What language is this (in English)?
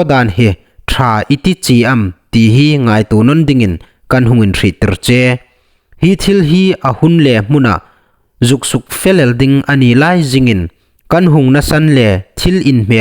Hmar